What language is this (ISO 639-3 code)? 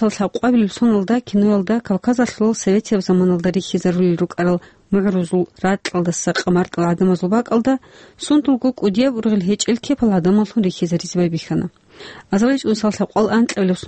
ava